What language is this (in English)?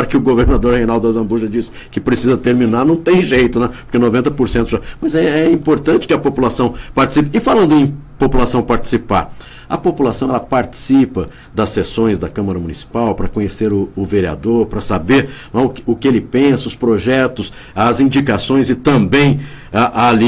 Portuguese